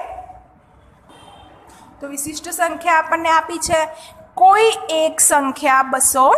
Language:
Gujarati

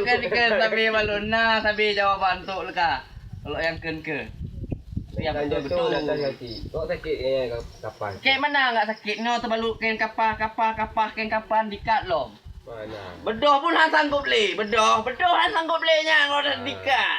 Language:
Achinese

